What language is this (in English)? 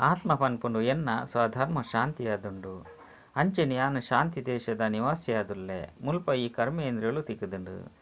Tulu